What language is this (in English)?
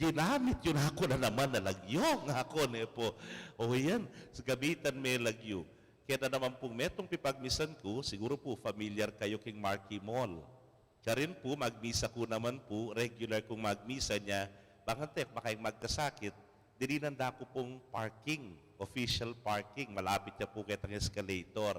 Pampanga